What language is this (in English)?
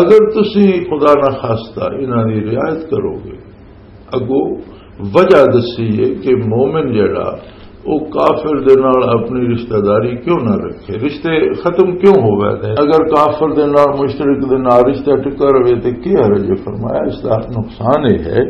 Western Panjabi